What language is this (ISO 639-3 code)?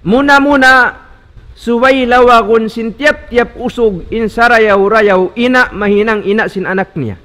tsg